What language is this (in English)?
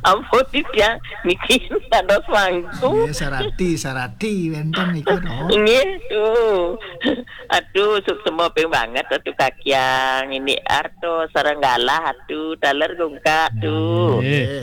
Balinese